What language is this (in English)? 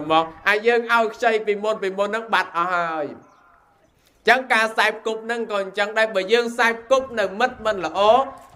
Khmer